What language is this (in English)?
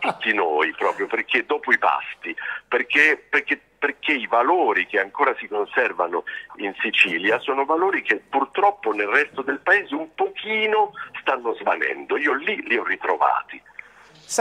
Italian